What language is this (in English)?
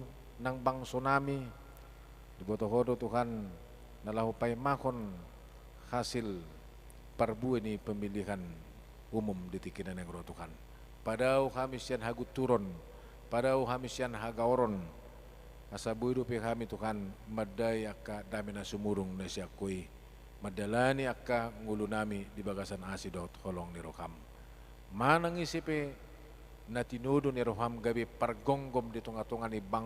Batak Toba